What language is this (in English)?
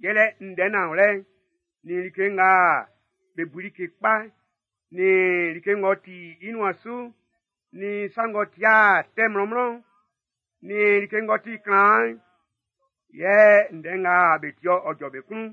Baoulé